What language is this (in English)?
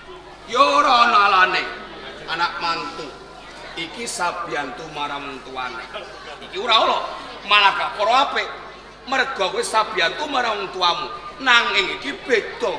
Javanese